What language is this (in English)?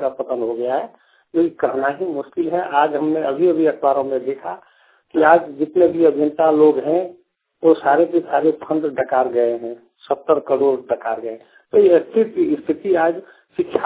Hindi